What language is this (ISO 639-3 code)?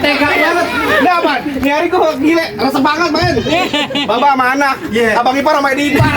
bew